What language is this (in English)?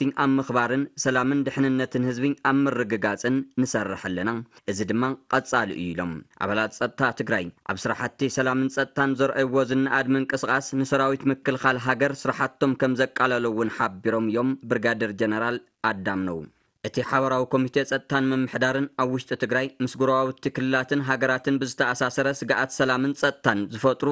Tigrinya